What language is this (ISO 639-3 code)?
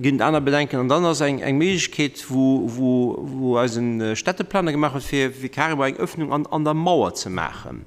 ltz